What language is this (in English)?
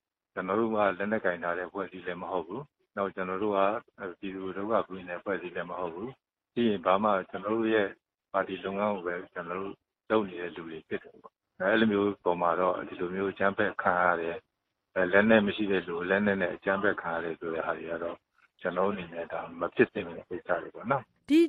Burmese